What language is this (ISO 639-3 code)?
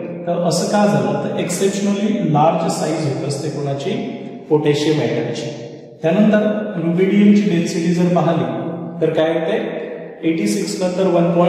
mar